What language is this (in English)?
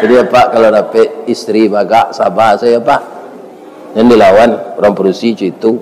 Minangkabau